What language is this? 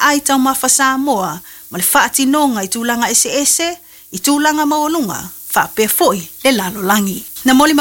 Samoan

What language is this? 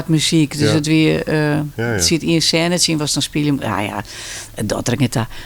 Western Frisian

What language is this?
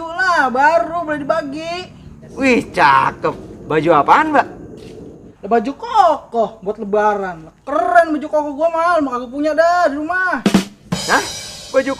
Betawi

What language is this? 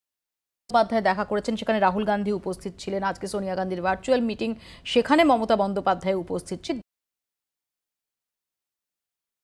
Bangla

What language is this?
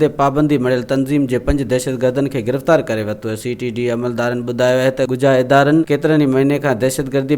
Sindhi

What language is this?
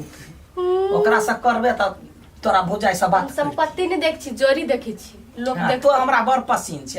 Maithili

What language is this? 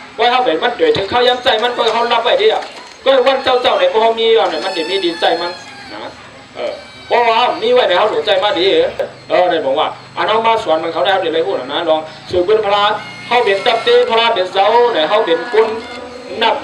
Shan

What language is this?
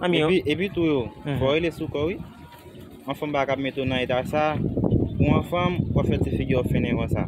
Haitian Creole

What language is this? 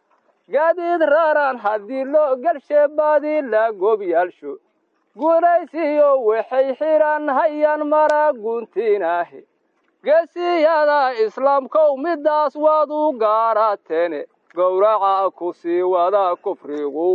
Somali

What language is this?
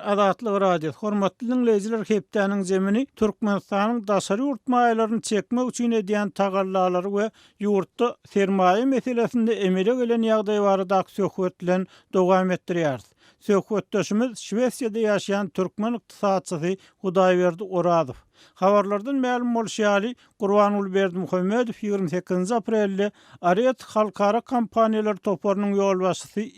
Turkmen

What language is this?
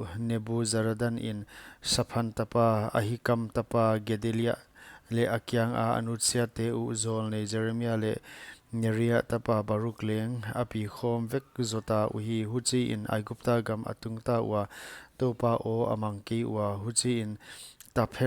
Paite Chin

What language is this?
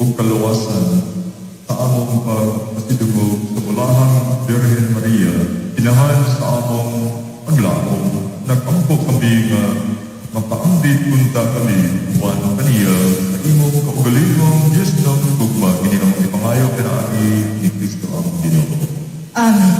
Cebuano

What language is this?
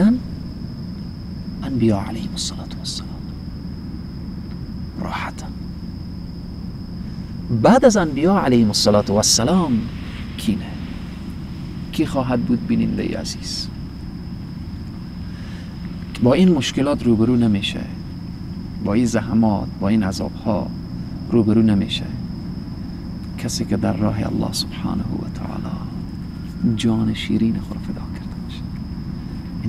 Persian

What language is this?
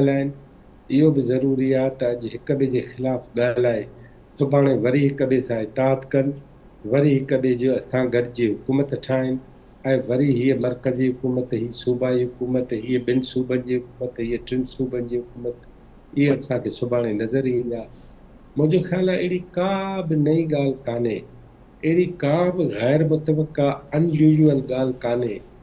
Sindhi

